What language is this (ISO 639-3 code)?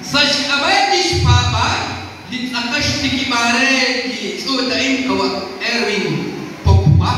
kek